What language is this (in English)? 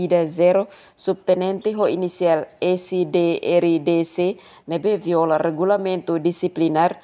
Tetum